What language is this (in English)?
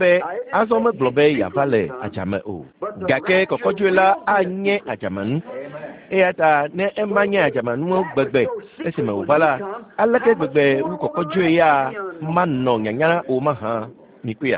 Ewe